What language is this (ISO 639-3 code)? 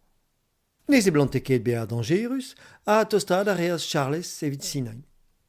bre